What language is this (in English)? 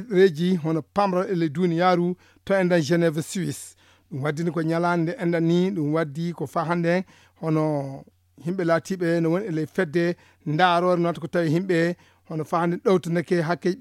Fula